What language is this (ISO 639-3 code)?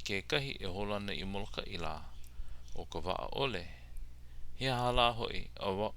haw